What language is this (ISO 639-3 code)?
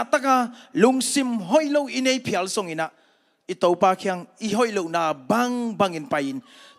ctd